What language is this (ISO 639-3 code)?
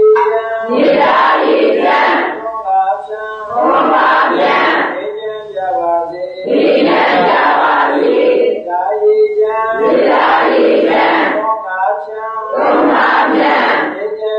mya